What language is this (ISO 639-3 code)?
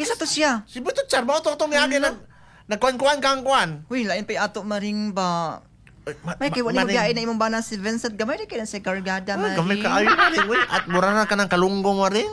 ceb